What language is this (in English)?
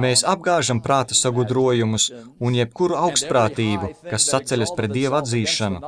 Latvian